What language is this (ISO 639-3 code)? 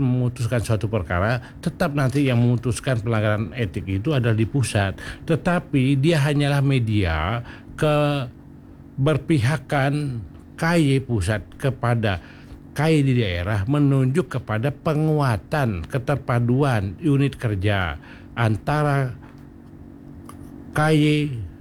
ind